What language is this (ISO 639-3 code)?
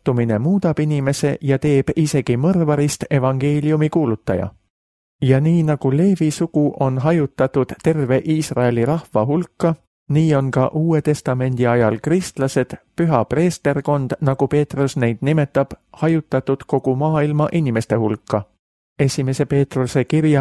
est